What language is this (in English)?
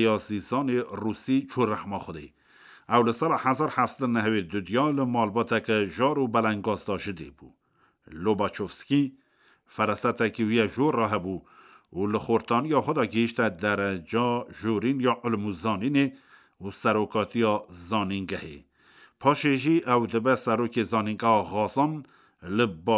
Kurdish